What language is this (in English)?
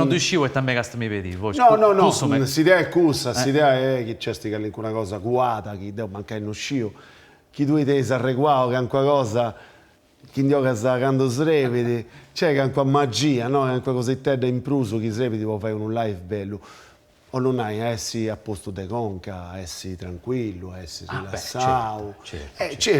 Sardinian